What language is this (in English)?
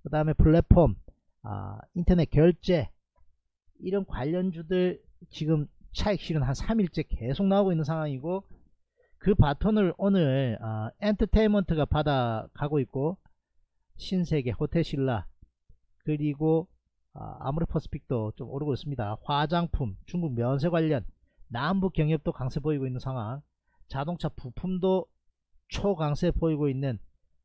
Korean